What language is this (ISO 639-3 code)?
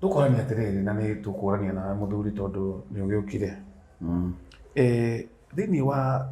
kik